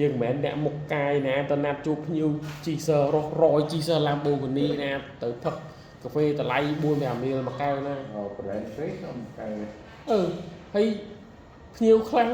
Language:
Khmer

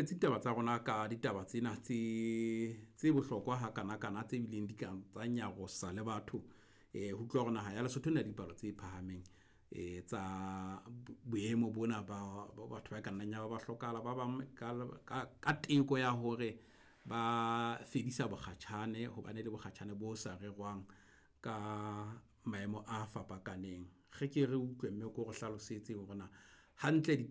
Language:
Southern Sotho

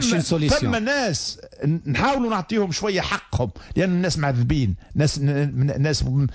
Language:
Tunisian Arabic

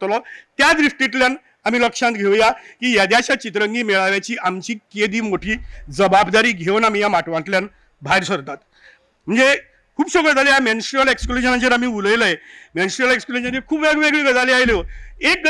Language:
Konkani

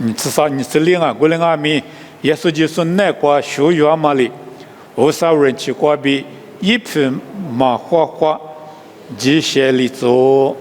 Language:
Lisu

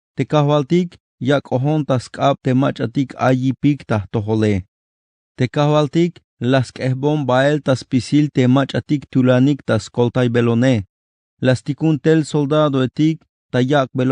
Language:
Tzeltal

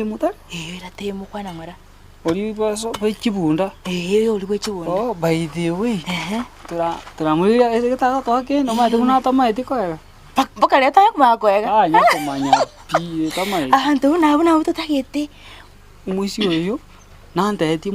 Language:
Gusii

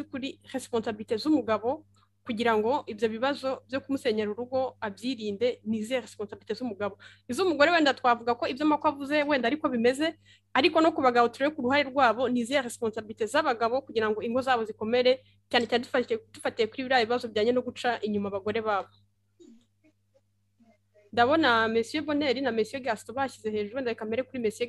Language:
Kinyarwanda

